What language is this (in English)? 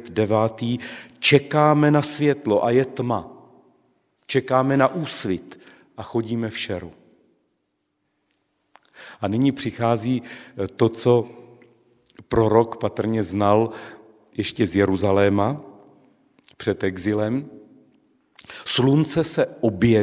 Czech